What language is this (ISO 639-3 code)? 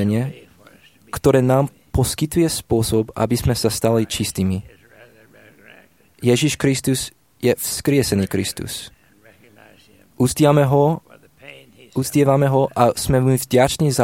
slk